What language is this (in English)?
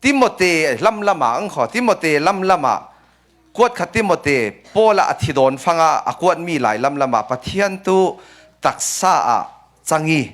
Falam Chin